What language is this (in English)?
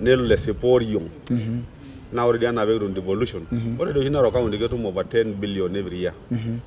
Masai